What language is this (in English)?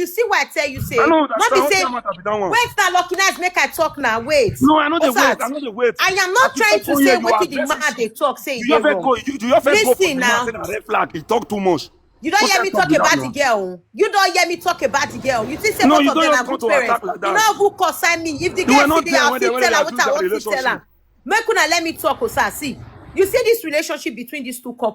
Nigerian Pidgin